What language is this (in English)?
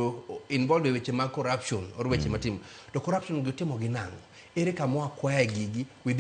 Luo (Kenya and Tanzania)